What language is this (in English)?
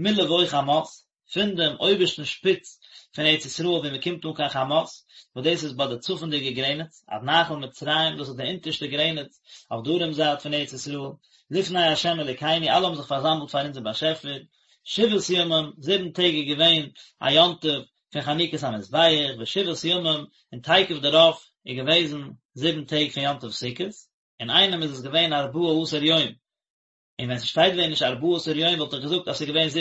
Yiddish